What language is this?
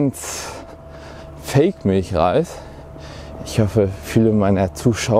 German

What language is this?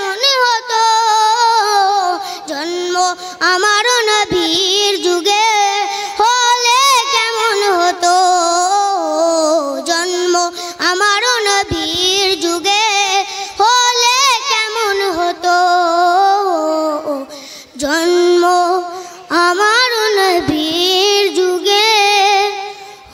Bangla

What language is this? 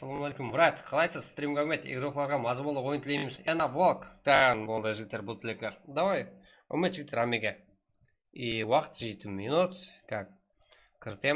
Kara-Kalpak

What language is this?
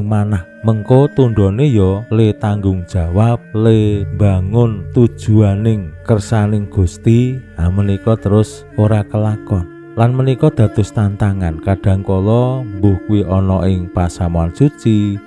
Javanese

